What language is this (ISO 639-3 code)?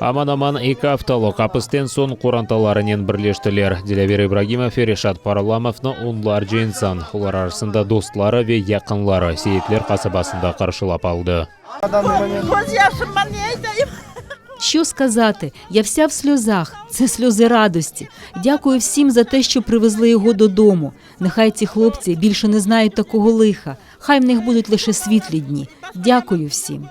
crh